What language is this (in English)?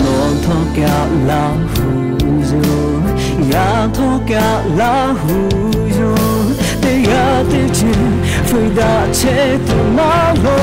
Lahu